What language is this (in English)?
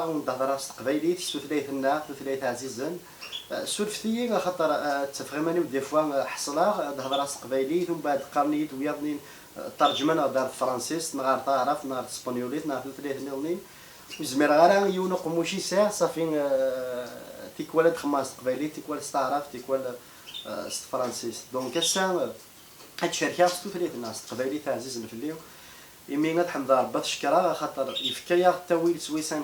Kabyle